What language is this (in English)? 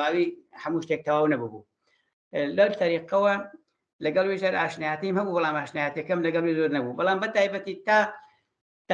Central Kurdish